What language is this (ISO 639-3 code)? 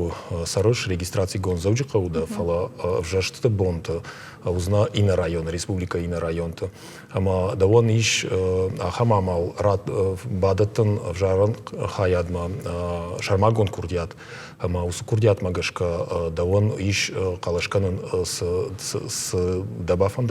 oss